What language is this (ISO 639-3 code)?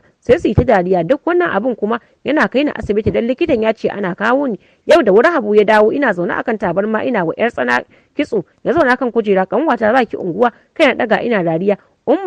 hau